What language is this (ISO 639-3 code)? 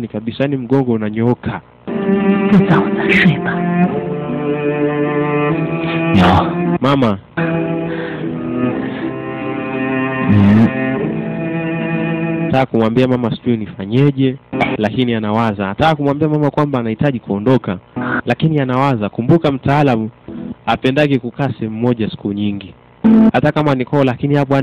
swa